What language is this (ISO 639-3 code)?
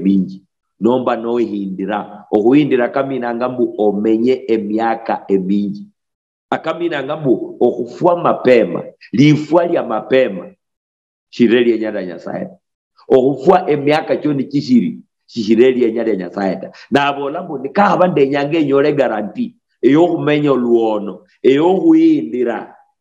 luy